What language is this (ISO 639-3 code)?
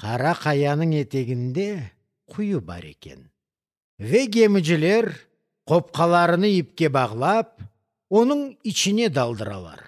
crh